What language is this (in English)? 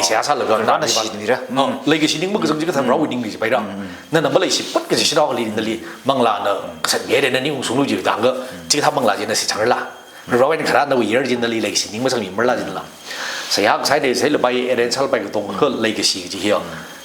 Tangkhul Naga (India)